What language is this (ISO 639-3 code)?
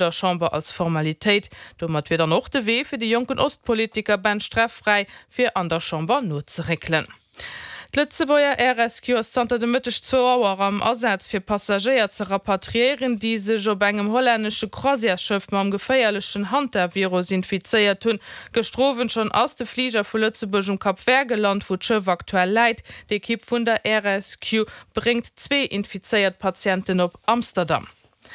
ltz